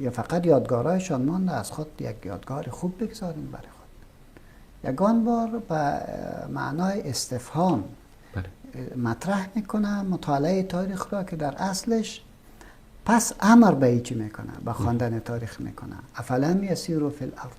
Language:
Persian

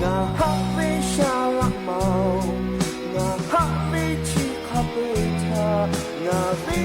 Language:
Lahu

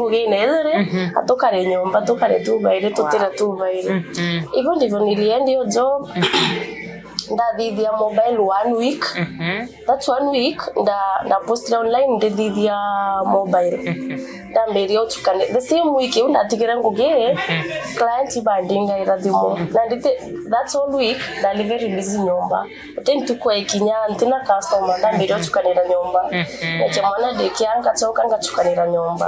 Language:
Meru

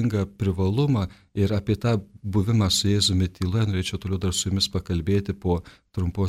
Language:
Lithuanian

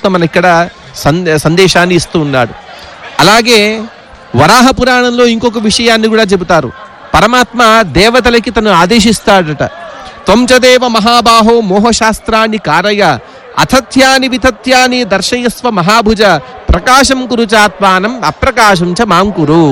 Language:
Telugu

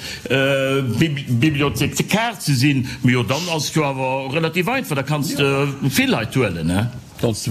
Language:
Luxembourgish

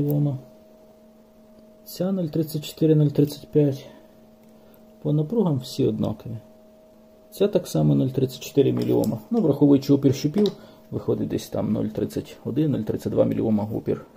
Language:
Ukrainian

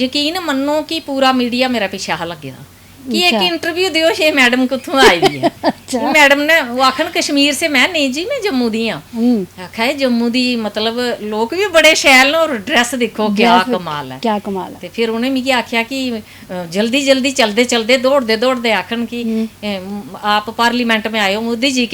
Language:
Dogri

